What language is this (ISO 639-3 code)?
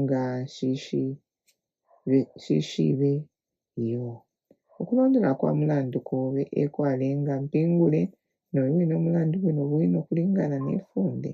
bem